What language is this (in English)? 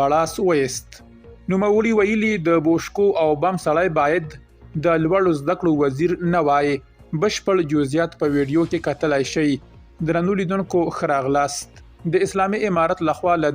Pashto